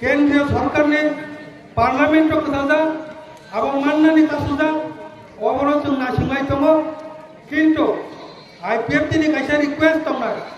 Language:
Kok Borok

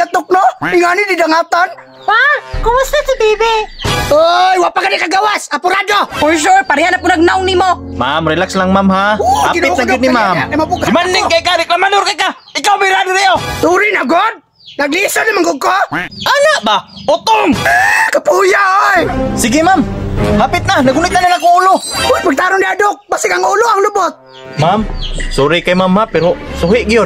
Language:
Cebuano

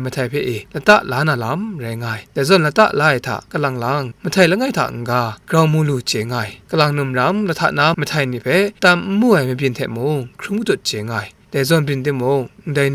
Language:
Kachin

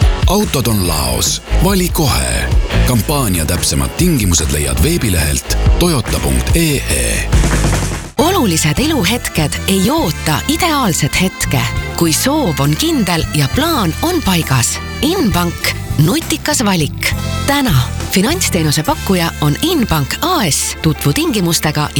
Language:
Estonian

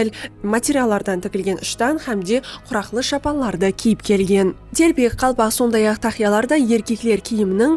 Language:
Kara-Kalpak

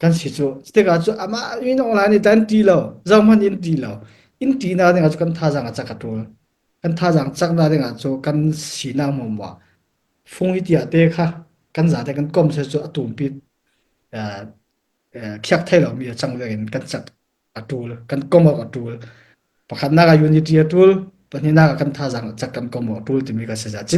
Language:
Falam Chin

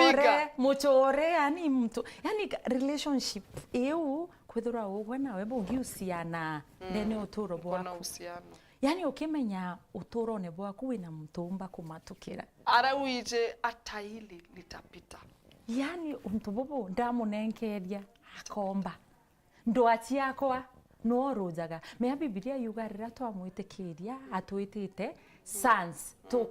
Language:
Meru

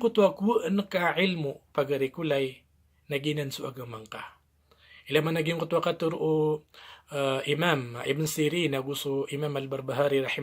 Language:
Maranao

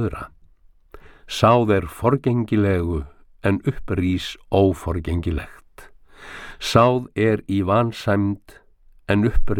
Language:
Icelandic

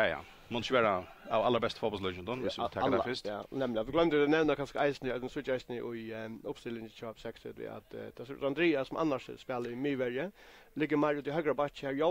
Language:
Faroese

